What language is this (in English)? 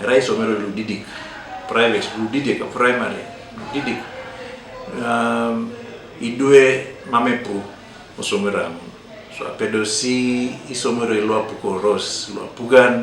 Teso